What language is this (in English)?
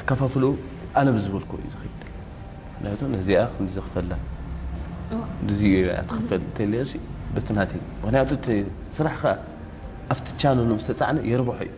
Tigrinya